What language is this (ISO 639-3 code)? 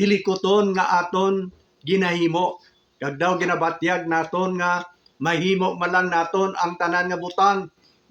hil